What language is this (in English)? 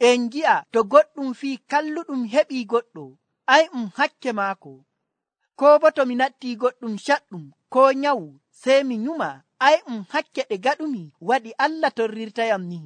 Nigerian Fulfulde